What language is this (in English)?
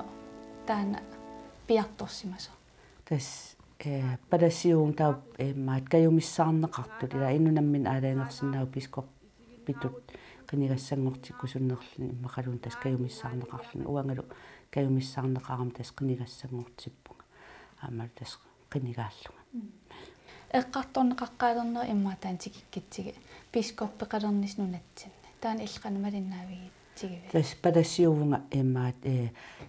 Kalaallisut